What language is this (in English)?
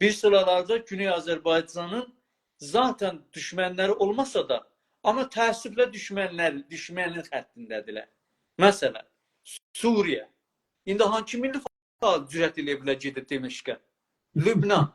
South Azerbaijani